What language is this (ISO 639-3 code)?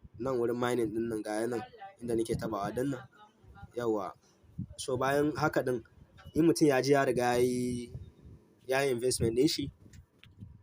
hau